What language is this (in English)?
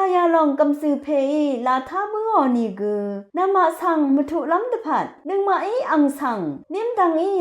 Rawang